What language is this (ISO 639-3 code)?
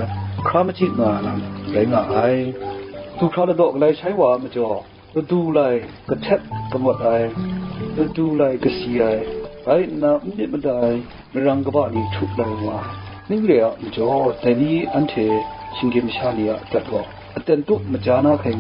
kac